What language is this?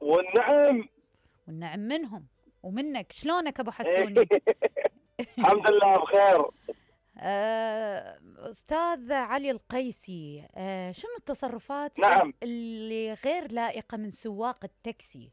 Mesopotamian Arabic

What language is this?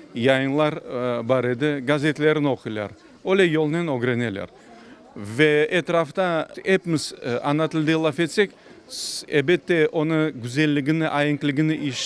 Crimean Tatar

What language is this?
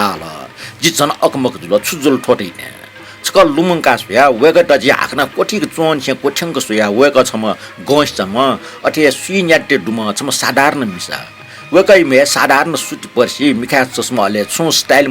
Newari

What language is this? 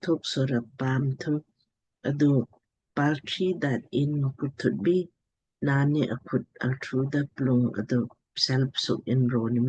Lamkang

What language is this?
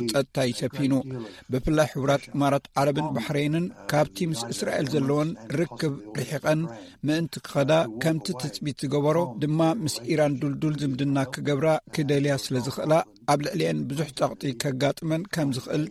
Tigrinya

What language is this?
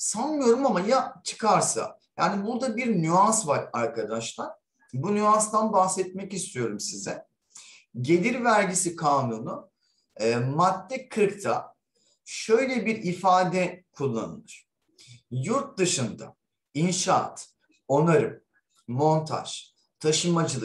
Turkish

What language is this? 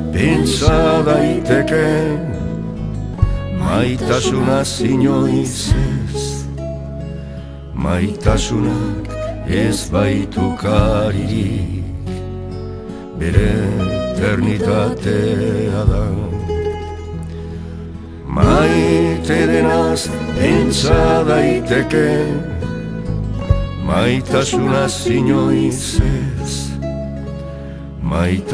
Basque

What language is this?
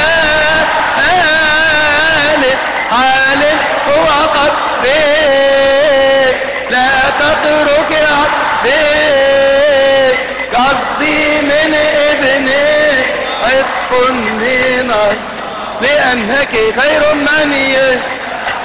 Egyptian Arabic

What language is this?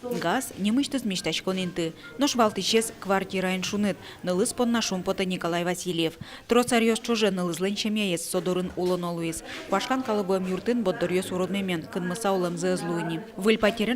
Udmurt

